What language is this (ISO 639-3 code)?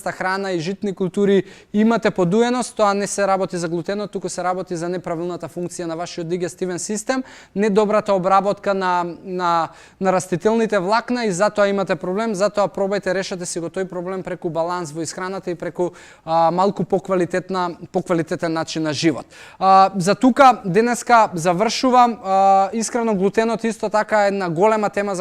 mkd